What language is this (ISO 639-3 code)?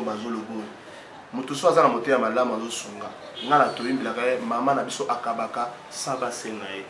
lin